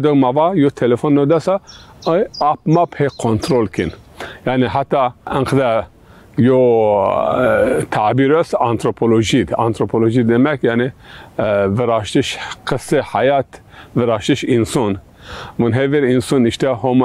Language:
Zaza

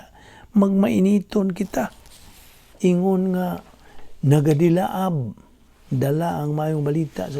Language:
Cebuano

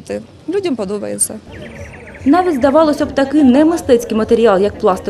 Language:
Ukrainian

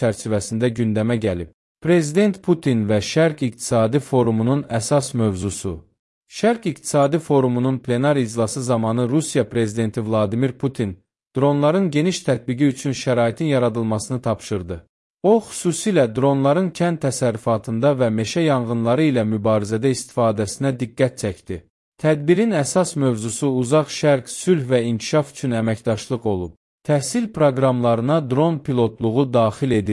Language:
Azerbaijani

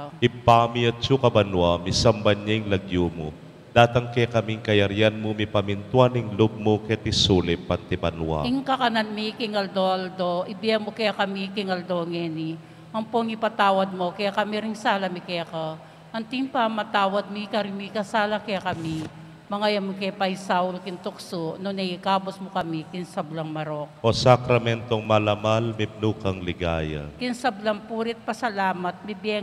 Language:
Pampanga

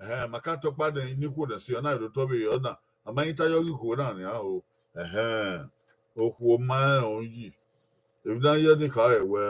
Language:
Bini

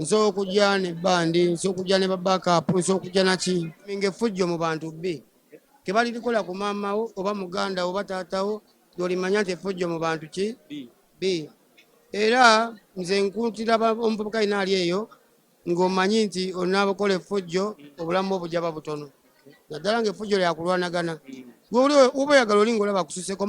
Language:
Ganda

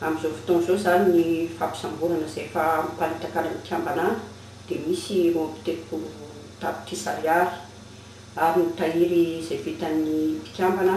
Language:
Malagasy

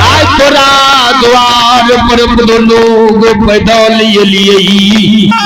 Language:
Maithili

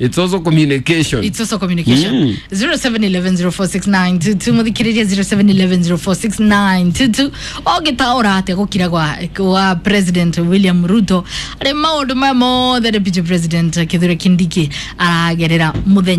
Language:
Kikuyu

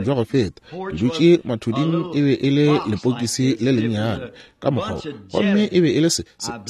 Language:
Northern Sotho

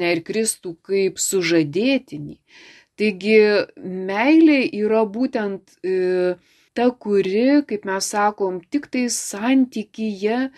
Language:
Lithuanian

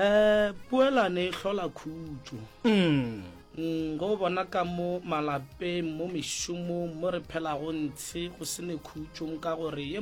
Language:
Northern Sotho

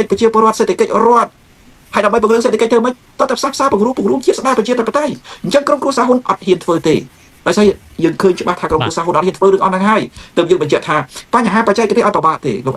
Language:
Khmer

